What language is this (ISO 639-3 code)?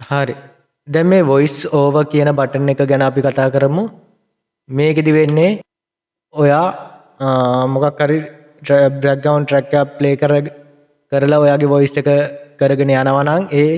sin